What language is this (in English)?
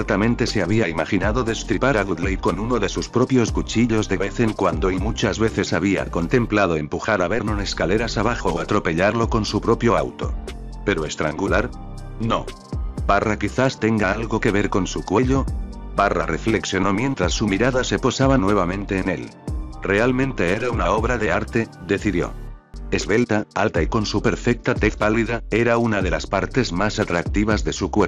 Spanish